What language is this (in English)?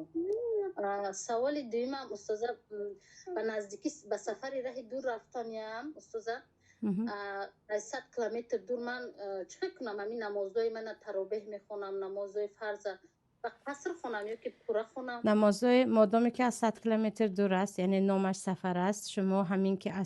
Tajik